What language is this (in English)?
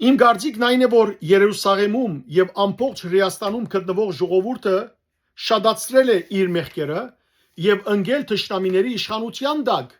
Western Armenian